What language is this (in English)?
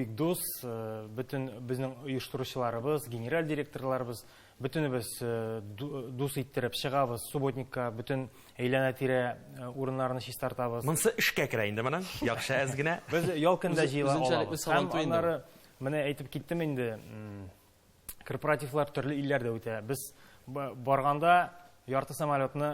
Tatar